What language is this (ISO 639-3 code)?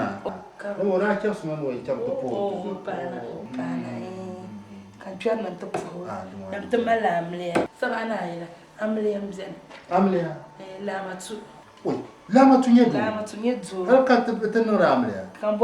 dag